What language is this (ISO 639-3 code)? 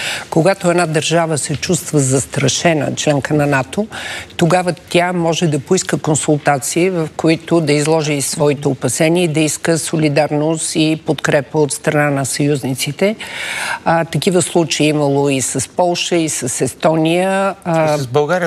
bul